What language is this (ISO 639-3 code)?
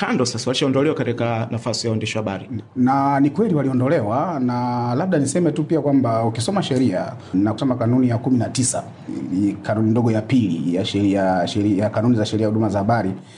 swa